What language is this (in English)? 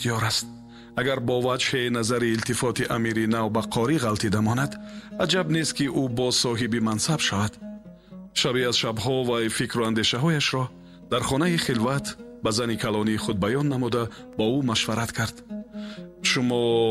Tajik